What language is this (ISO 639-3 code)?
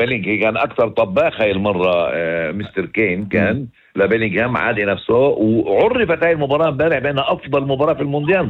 apc